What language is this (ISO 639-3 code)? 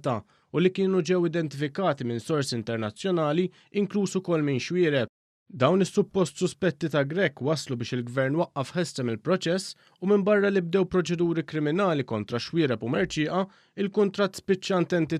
mlt